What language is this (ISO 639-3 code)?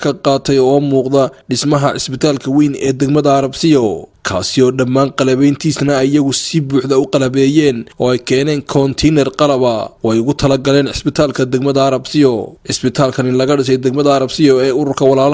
som